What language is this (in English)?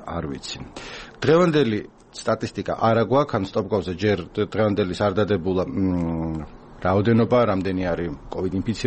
Georgian